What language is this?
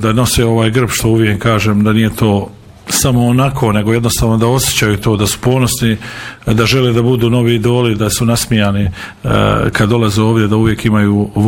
Bosnian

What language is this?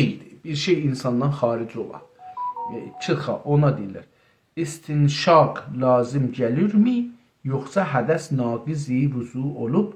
South Azerbaijani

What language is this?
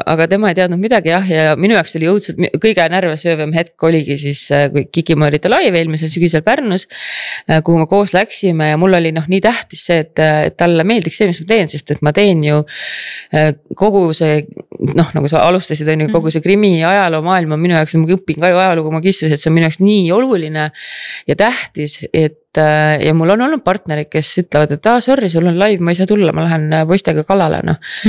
Estonian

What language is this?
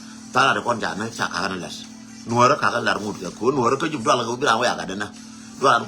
Nuer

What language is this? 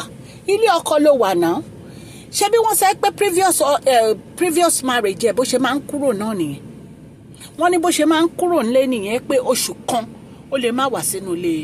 Yoruba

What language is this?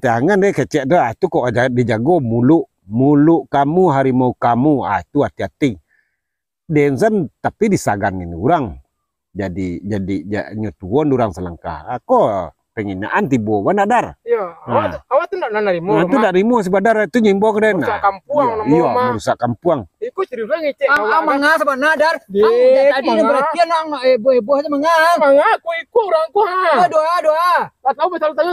Minangkabau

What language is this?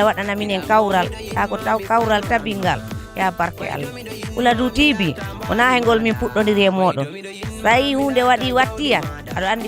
Fula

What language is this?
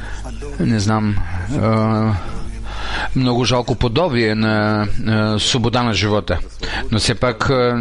Bulgarian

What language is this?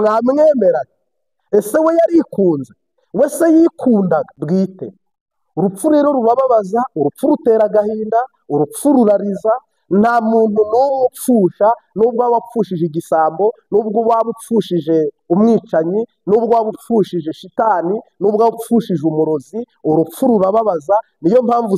Kinyarwanda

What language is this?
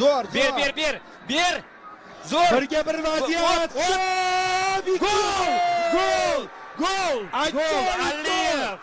Uzbek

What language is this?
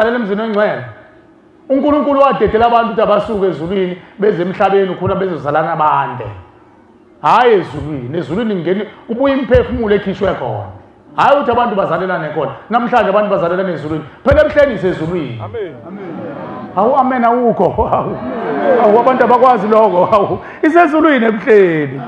Zulu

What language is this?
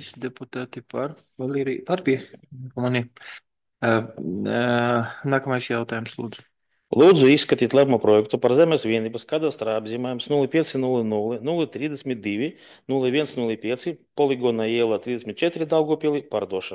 Latvian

